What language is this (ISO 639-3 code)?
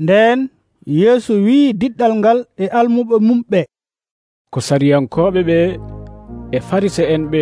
fuv